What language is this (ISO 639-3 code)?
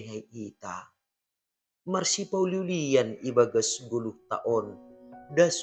bts